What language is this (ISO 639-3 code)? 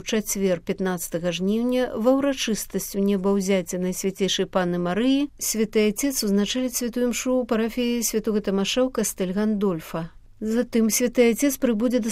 bel